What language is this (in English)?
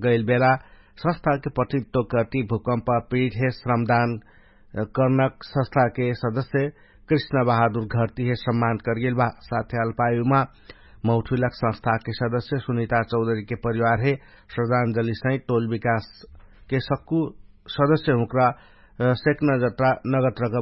Dangaura Tharu